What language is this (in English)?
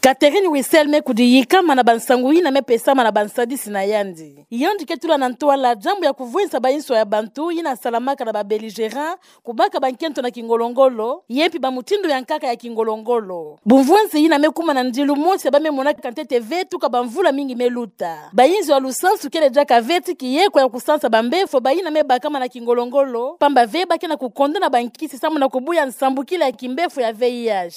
Kituba (Democratic Republic of Congo)